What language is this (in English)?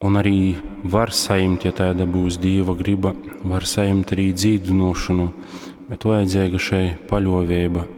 Latgalian